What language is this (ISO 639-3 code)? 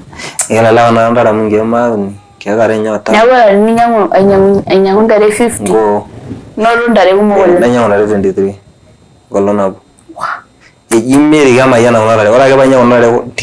mas